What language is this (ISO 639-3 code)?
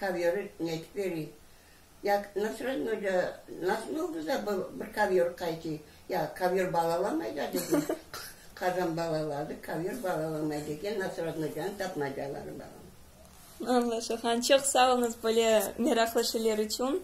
crh